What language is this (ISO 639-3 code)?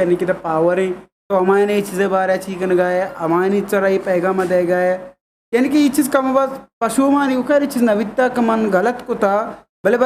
bgp